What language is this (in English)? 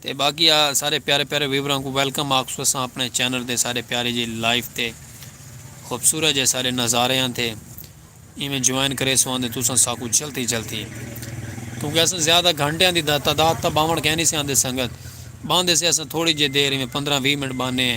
Saraiki